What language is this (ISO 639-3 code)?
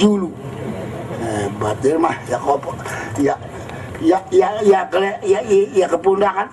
sas